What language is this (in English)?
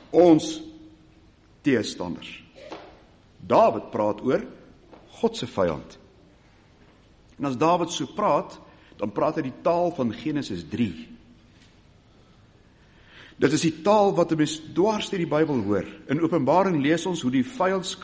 Afrikaans